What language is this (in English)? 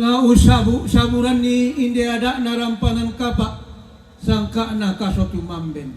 Toraja-Sa'dan